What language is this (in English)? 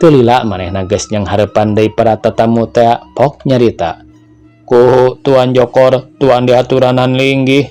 Sundanese